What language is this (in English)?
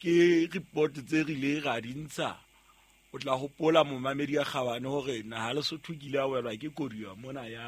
Southern Sotho